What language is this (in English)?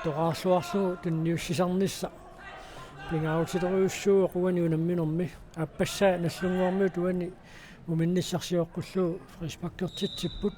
Kalaallisut